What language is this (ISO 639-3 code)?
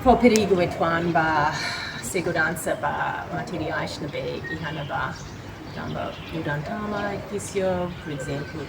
tet